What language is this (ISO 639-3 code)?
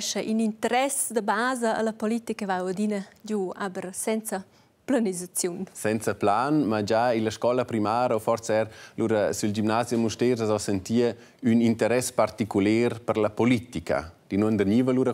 roh